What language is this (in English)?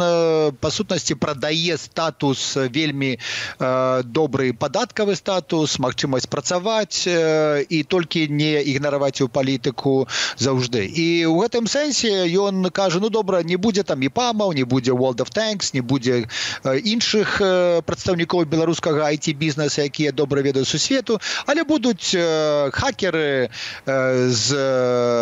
Belarusian